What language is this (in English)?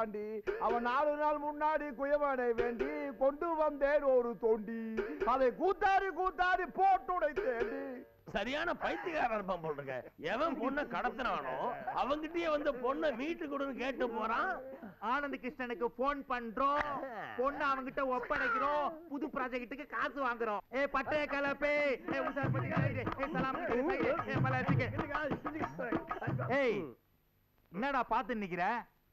Tamil